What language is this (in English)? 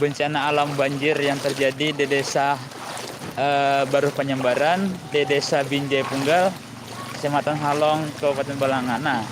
Banjar